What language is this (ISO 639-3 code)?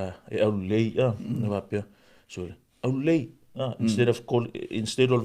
smo